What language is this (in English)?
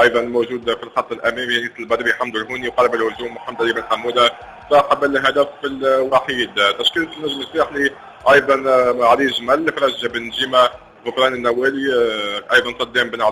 Tunisian Arabic